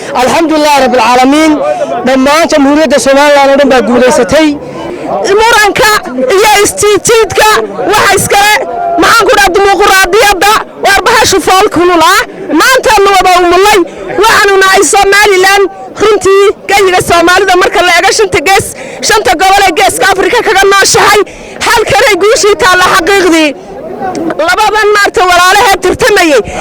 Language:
Somali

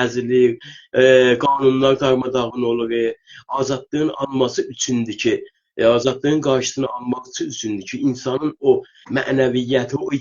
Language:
South Azerbaijani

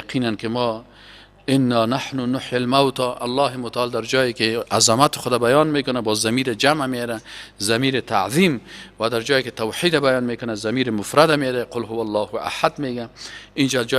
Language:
Persian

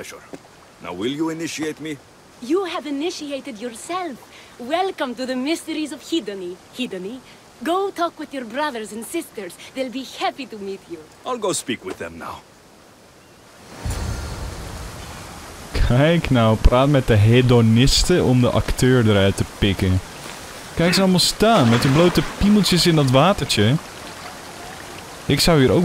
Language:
Dutch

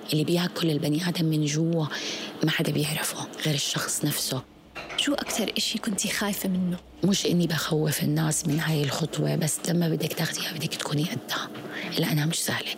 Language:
North Levantine Arabic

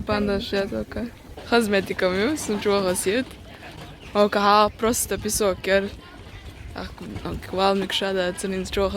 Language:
Chechen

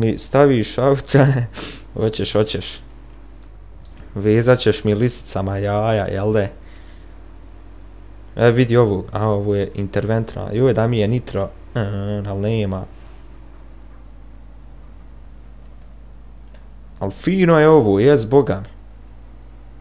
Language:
Bosnian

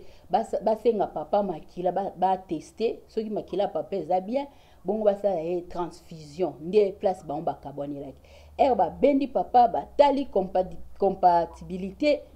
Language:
Lingala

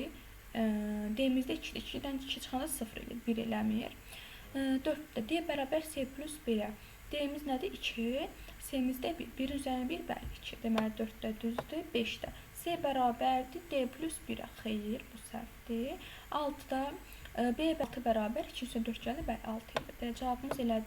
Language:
Azerbaijani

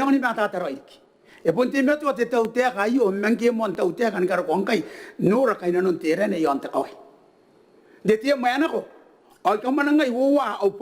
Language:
Gilbertese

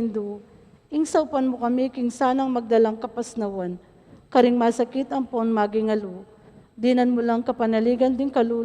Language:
Pampanga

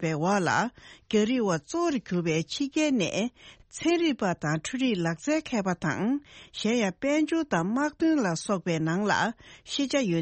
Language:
Tibetan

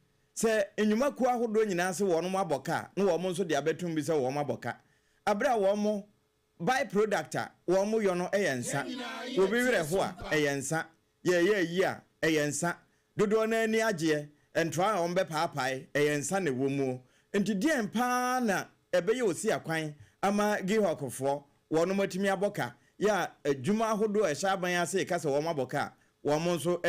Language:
Akan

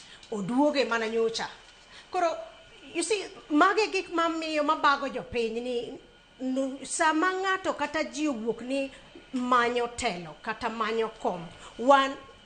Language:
Luo (Kenya and Tanzania)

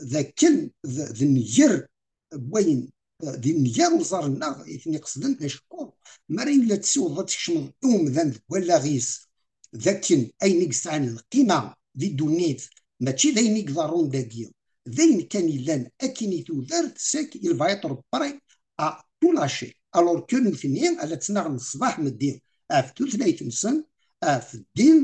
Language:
Kabyle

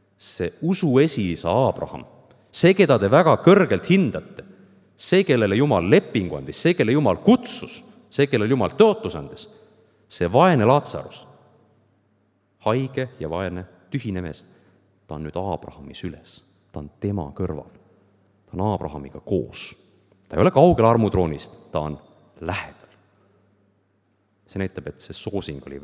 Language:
Estonian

